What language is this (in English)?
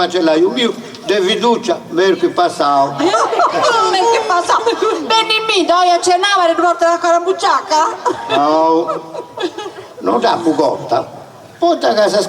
Sardinian